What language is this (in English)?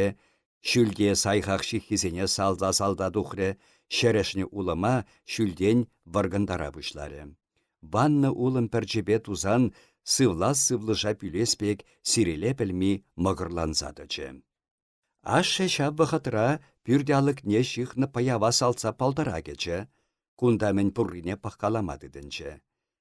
Chuvash